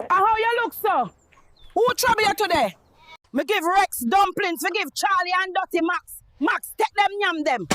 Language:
Jamaican Creole English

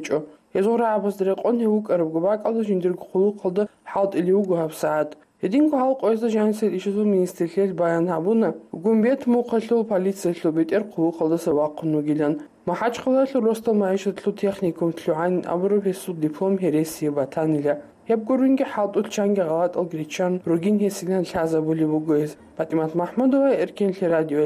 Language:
Avaric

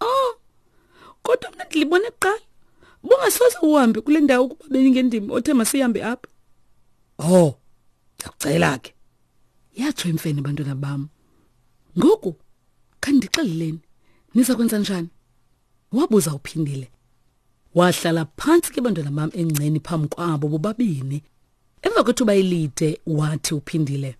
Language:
Xhosa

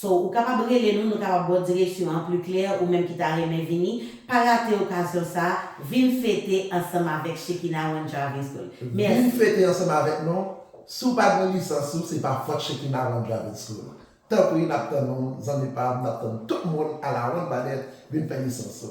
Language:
Haitian Creole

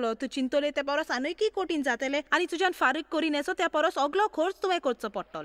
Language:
Konkani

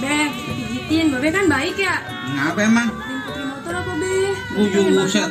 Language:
Betawi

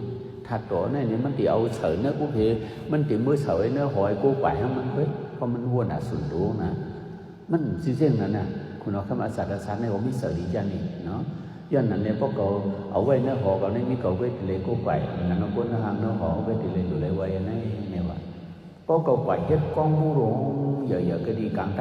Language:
Shan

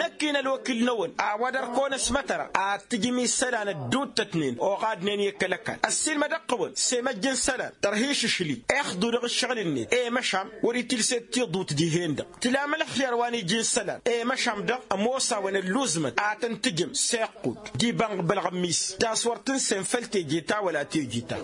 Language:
Tamasheq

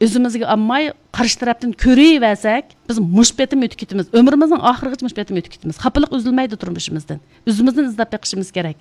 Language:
Uyghur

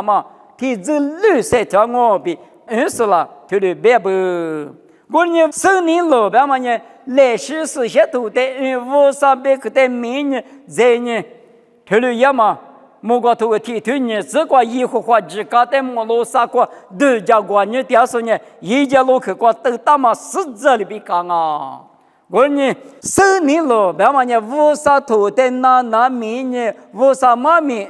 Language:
Lisu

